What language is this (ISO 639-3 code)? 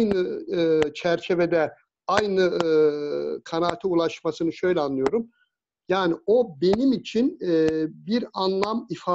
tur